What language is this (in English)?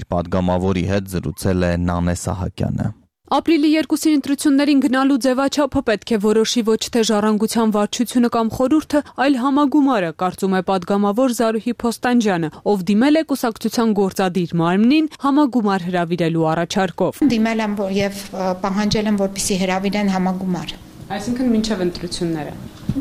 Armenian